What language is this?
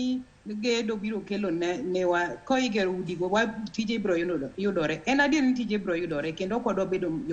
Luo (Kenya and Tanzania)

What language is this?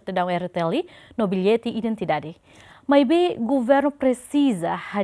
Tetum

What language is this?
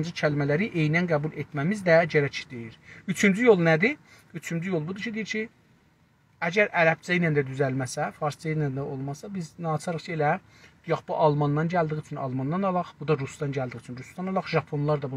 South Azerbaijani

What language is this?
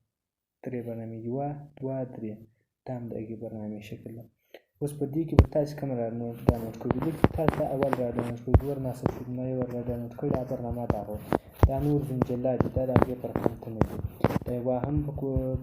Pashto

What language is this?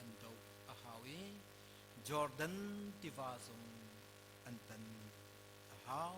Hakha Chin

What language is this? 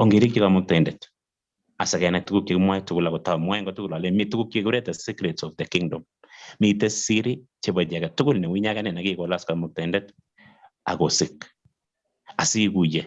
Kalenjin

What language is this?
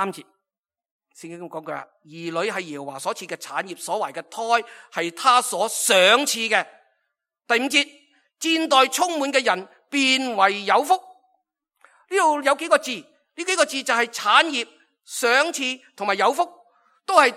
Cantonese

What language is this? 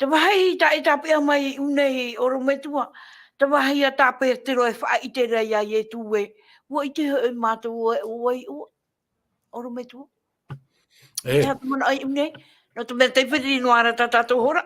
Tahitian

